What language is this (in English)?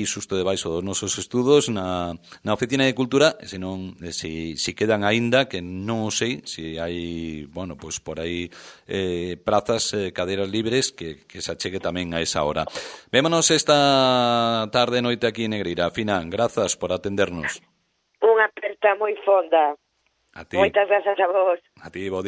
Galician